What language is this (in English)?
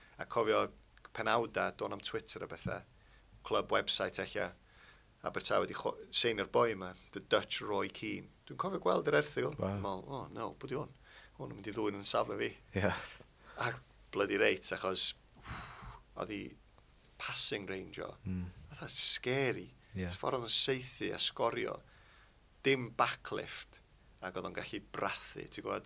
Welsh